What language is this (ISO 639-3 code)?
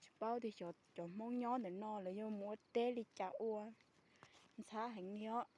hmn